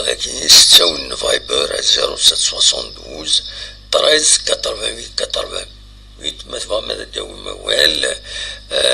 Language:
Kabyle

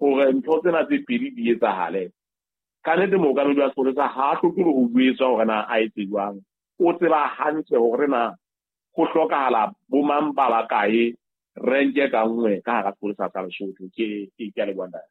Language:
Southern Sotho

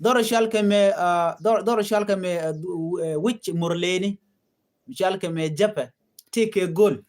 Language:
Nuer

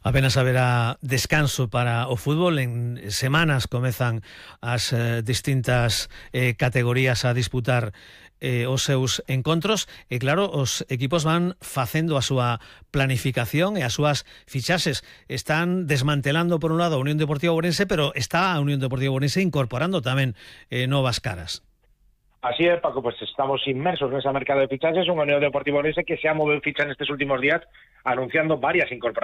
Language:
Galician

